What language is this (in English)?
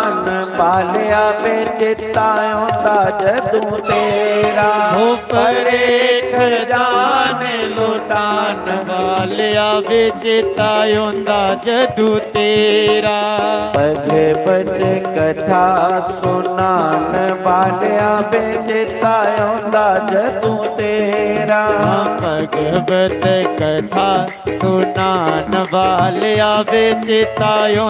Dogri